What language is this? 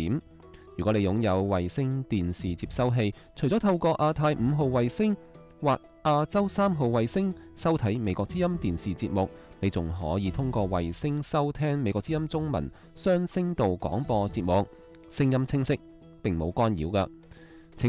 Cantonese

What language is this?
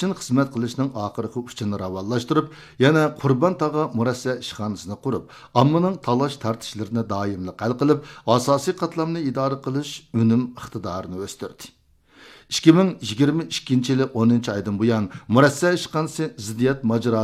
Uyghur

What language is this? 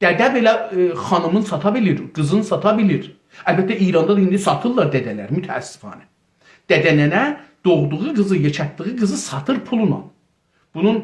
South Azerbaijani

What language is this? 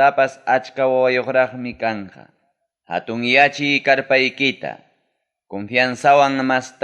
Ayacucho Quechua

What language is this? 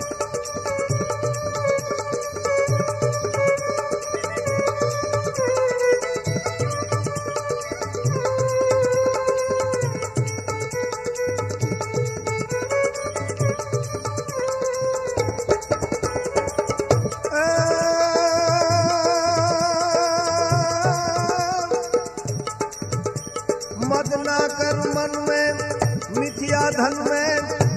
Gujarati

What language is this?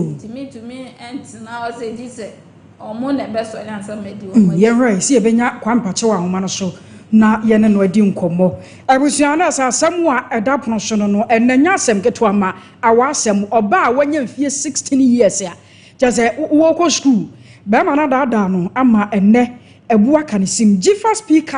Akan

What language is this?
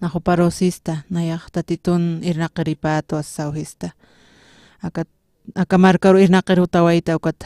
Aymara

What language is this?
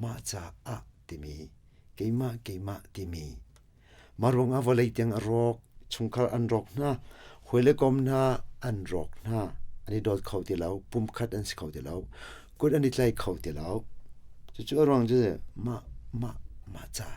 Hakha Chin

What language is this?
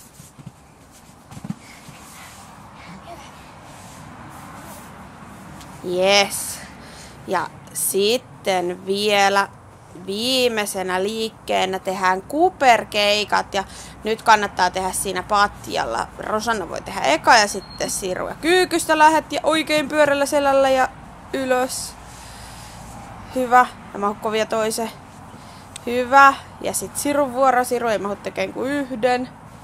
Finnish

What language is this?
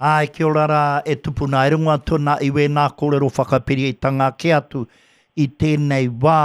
Māori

